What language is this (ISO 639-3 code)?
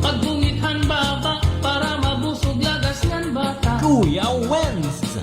war